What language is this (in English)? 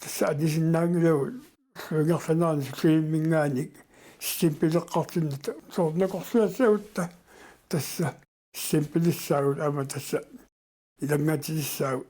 Kalaallisut